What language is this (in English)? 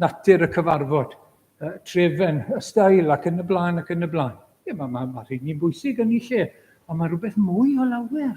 Welsh